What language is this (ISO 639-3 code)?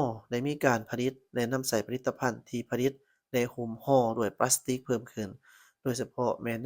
lao